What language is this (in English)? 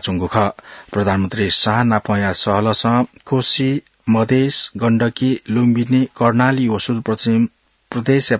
Newari